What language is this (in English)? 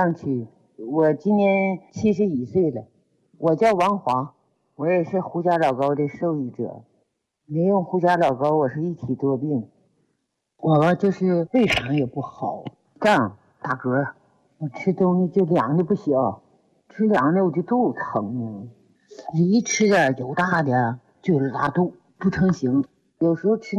Chinese